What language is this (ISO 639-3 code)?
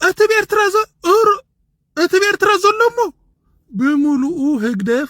tir